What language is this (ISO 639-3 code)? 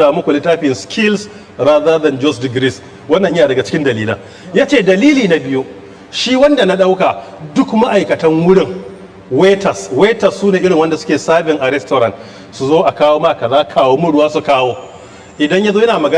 hau